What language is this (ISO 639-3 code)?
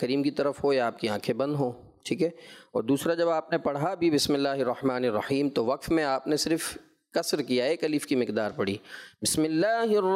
urd